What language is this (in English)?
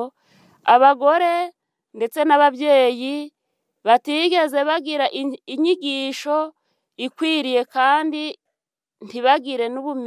Kinyarwanda